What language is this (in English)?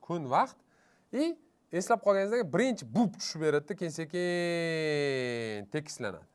Uzbek